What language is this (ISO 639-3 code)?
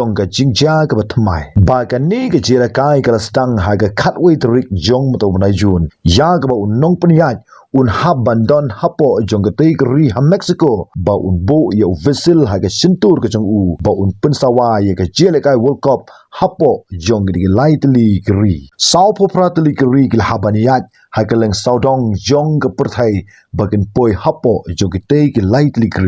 kha